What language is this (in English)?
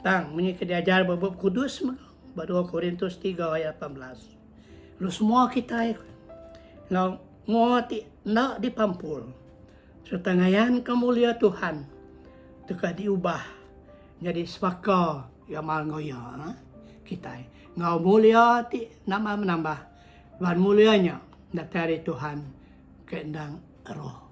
Iban